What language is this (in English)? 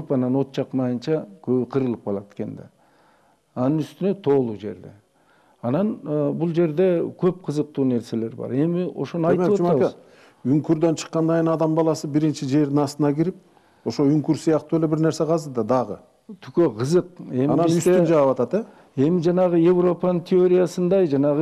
Kyrgyz